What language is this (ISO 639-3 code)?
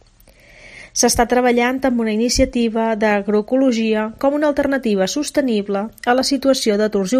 cat